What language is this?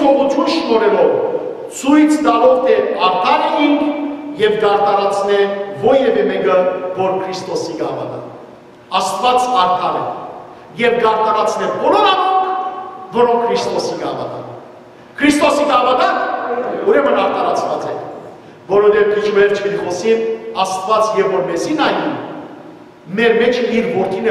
Western Armenian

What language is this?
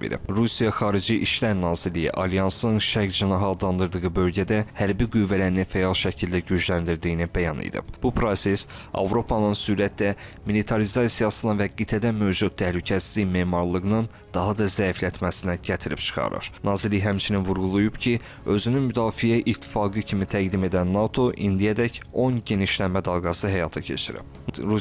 Azerbaijani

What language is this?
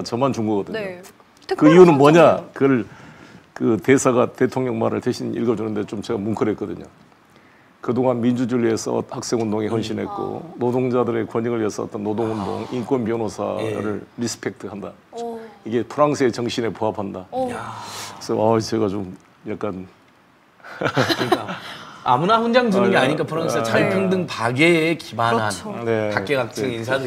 Korean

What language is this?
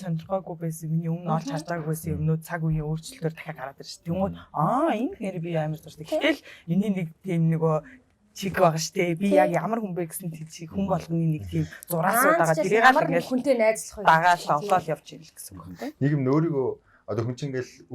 Mongolian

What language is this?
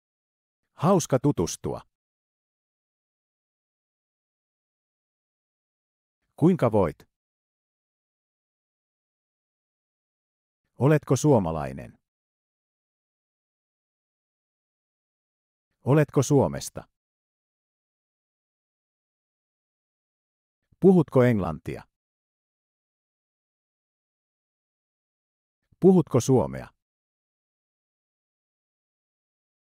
Finnish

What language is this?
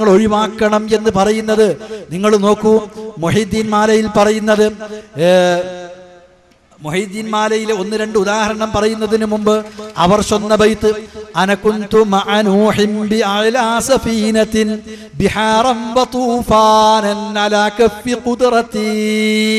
Malayalam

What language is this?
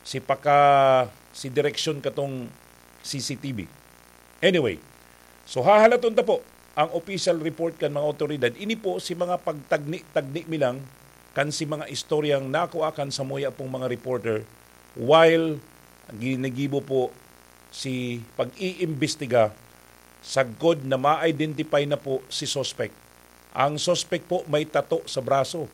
Bikol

